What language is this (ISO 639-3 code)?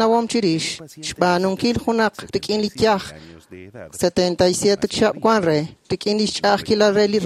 kek